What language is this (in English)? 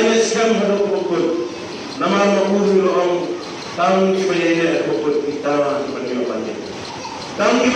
Khasi